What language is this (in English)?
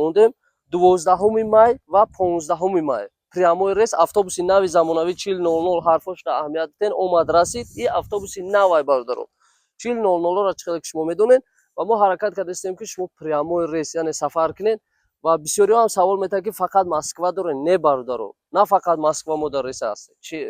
Tajik